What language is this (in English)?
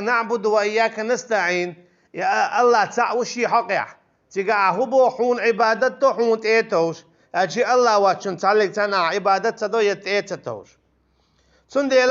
Chechen